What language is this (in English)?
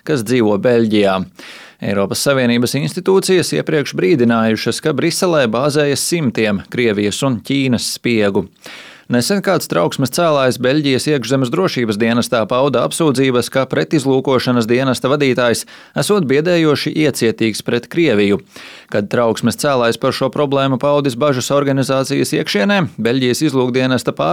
Latvian